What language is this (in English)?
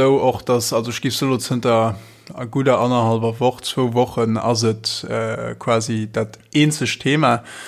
Luxembourgish